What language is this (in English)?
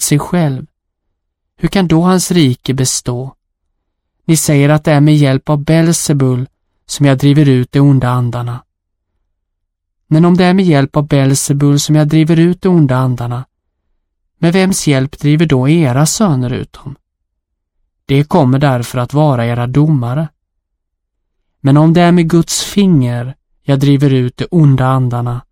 Swedish